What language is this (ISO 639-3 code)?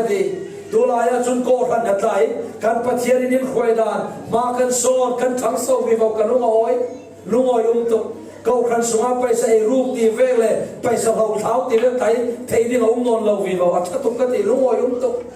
cfm